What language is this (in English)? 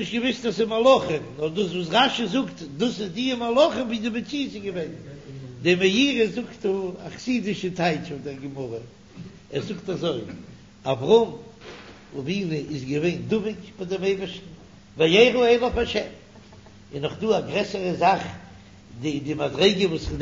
Yiddish